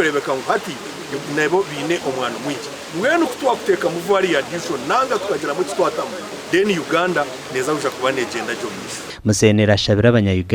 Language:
Nyankole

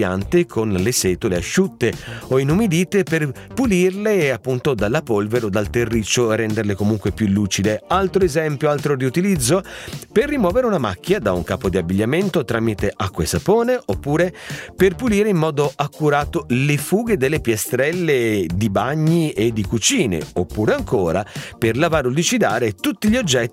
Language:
Italian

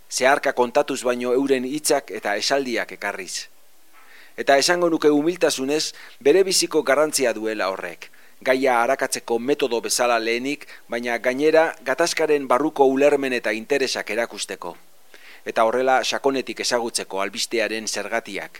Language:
Basque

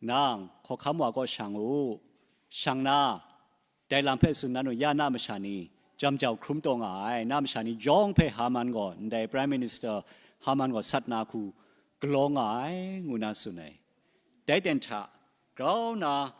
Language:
Kachin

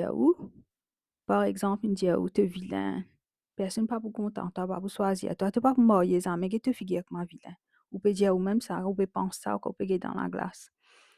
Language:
Morisyen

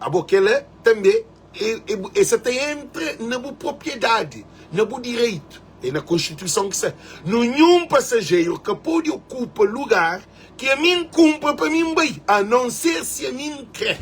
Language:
Kabuverdianu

